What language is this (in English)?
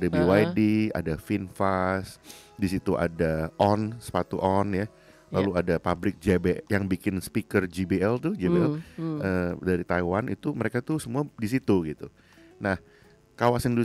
Indonesian